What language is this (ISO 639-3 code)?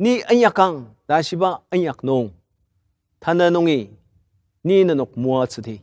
njo